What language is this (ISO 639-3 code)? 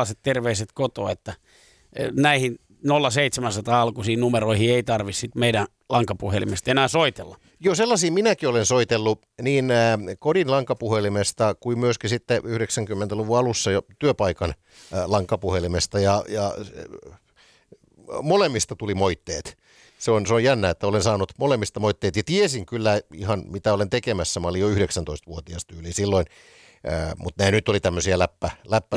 fin